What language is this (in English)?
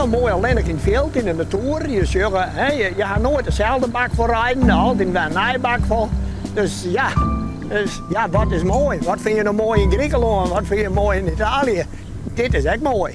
Western Frisian